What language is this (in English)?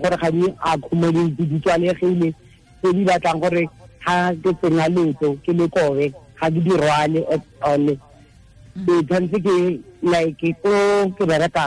Tswana